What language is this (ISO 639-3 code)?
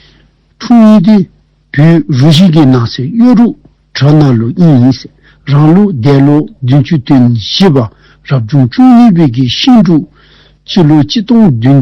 dzo